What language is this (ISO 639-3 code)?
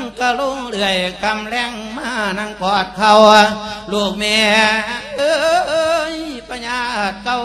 lao